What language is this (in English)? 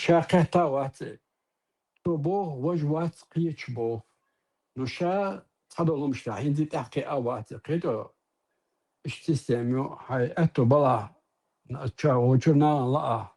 Chechen